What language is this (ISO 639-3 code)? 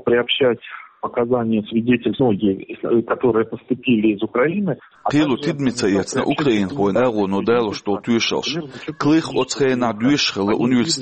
che